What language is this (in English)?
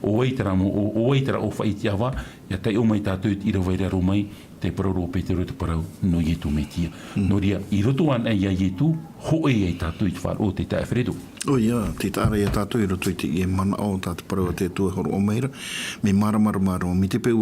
Tahitian